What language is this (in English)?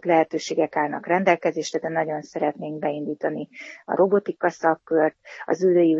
Hungarian